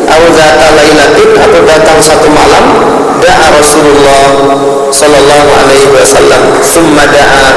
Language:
Indonesian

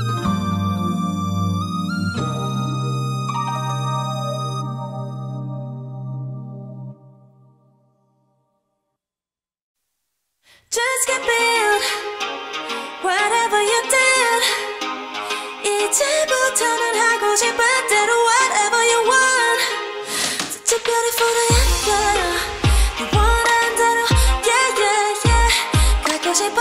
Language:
Korean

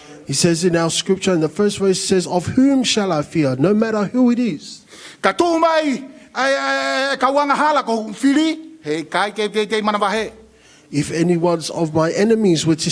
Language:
Tongan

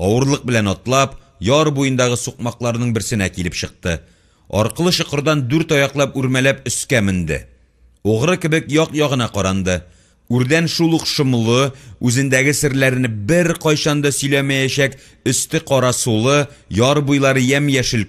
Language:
Tatar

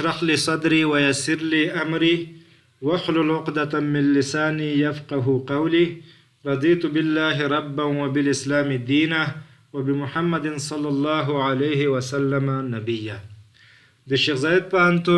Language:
Pashto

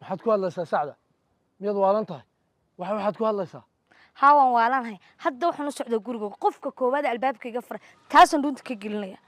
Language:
Somali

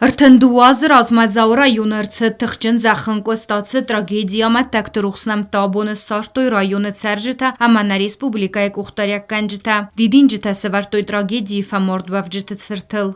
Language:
Ossetic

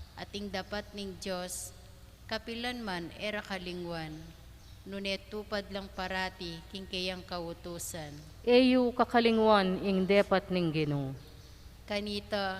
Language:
Pampanga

